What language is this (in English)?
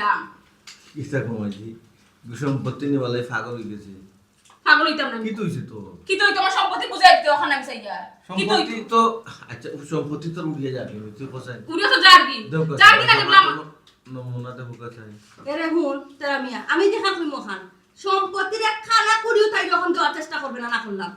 Sylheti